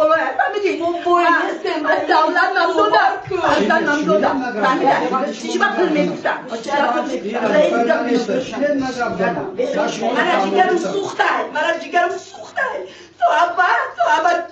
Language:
Persian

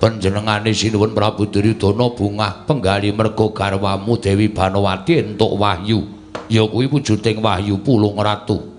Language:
Javanese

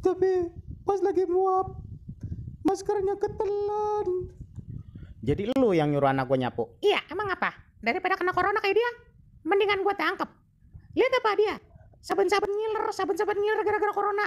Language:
Betawi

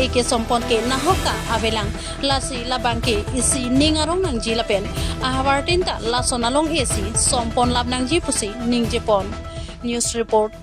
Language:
Karbi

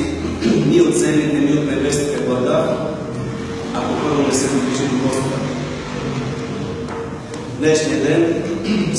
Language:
Bulgarian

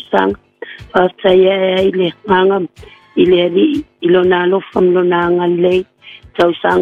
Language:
Samoan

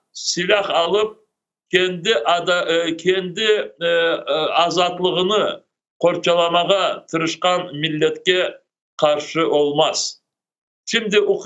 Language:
Crimean Tatar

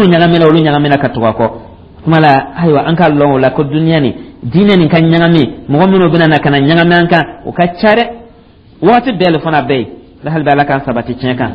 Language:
Dyula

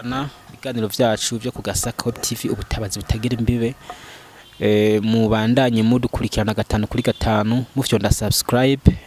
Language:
Rundi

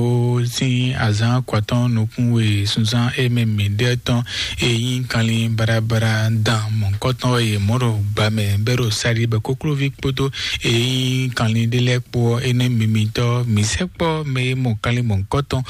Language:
Fon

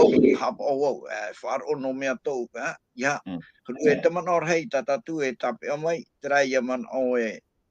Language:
Tahitian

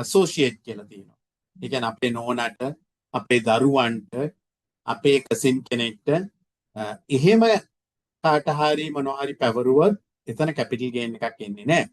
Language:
Sinhala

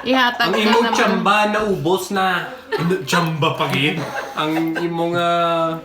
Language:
Hiligaynon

